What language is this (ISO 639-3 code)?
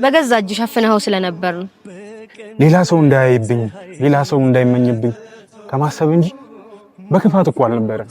amh